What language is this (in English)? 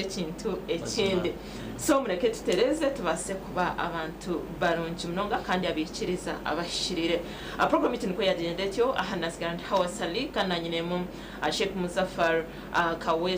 Nyankole